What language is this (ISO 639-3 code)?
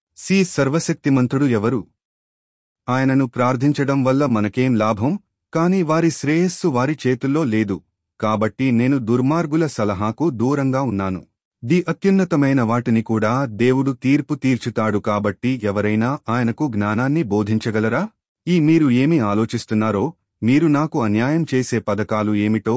tel